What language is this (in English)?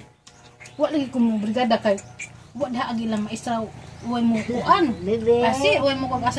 Cebuano